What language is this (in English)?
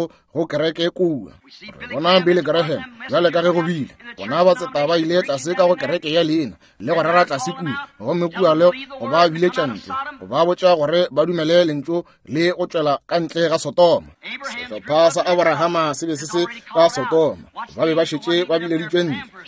Northern Sotho